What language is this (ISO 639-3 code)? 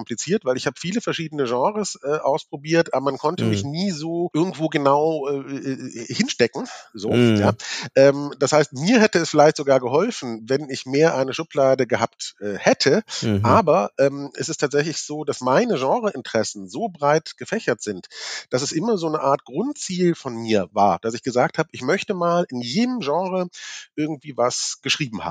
deu